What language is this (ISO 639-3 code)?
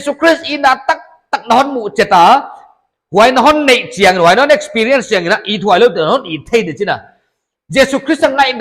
pck